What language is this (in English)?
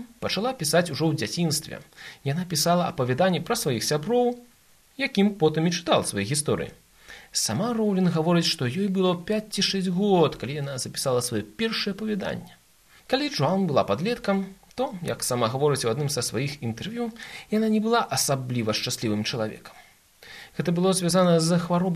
Belarusian